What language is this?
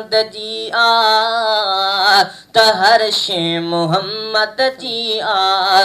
Sindhi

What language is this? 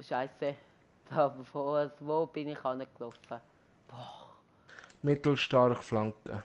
Swiss German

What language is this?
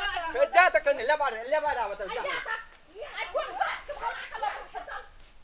Maithili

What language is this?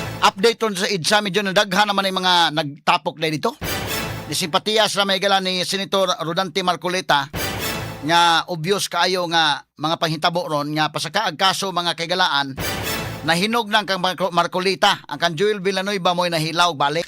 Cebuano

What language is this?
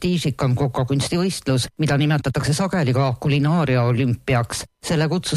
Estonian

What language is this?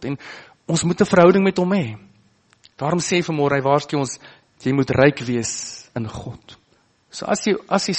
Afrikaans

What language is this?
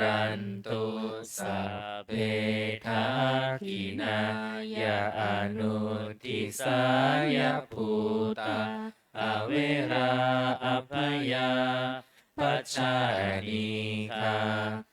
Pali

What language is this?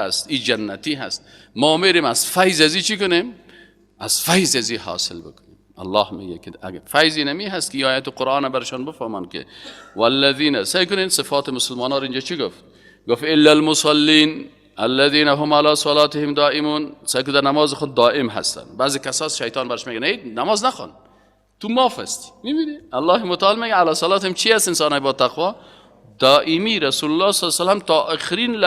Persian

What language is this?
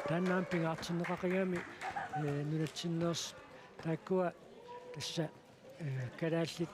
Kalaallisut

